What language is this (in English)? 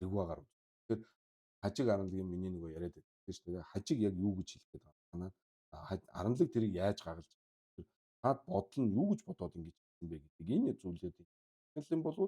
Mongolian